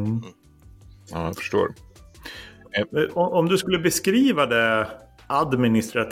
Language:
Swedish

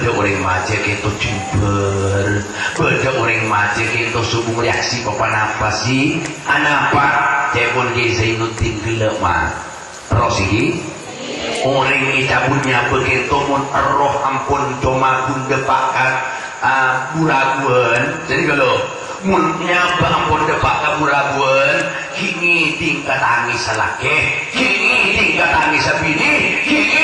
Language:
Madurese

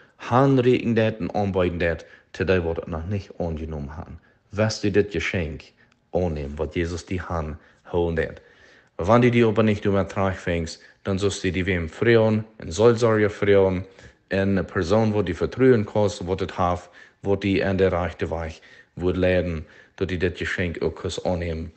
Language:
Plautdietsch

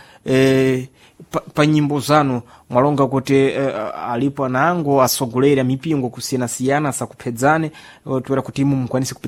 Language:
Sena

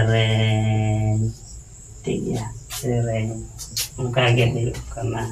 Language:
Santali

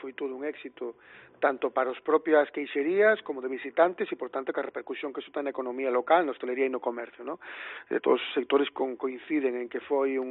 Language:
Galician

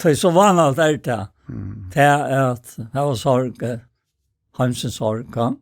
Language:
Faroese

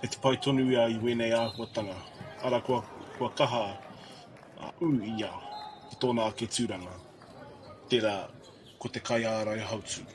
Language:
Māori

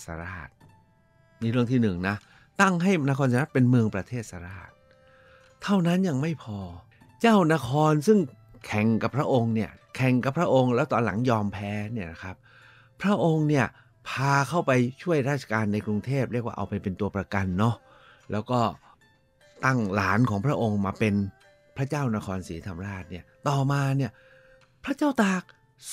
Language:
Thai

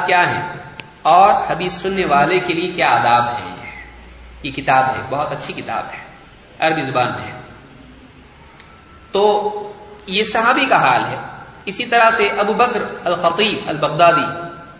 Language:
Urdu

